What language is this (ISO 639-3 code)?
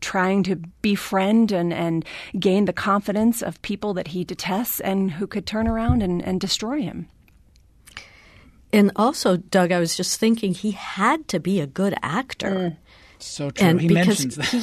eng